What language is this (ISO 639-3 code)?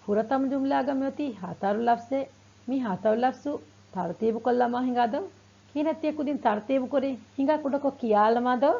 div